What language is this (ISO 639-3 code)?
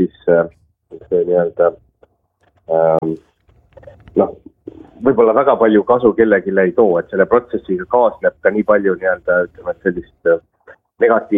est